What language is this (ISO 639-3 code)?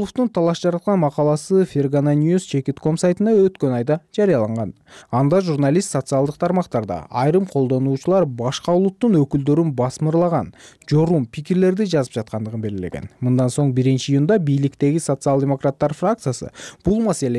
kir